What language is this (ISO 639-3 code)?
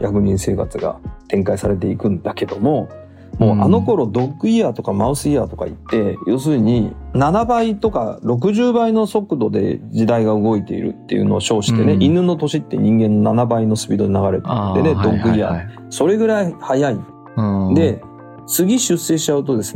jpn